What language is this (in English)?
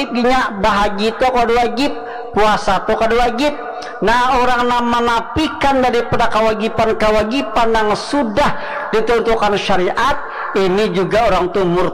Banjar